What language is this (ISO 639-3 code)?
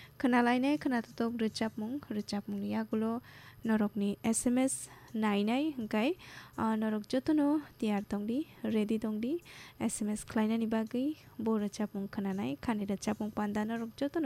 trp